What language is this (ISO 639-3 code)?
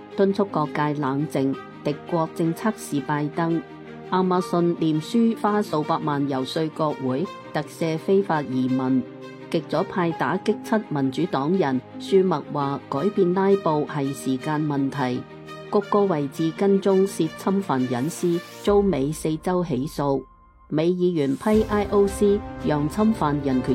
yue